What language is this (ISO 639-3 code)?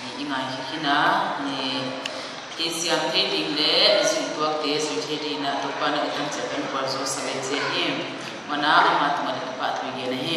pck